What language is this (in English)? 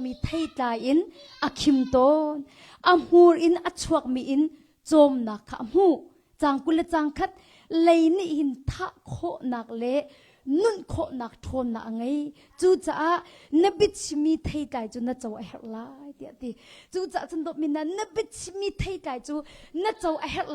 Hakha Chin